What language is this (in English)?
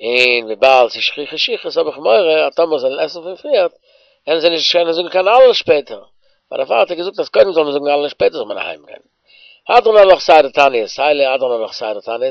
Yiddish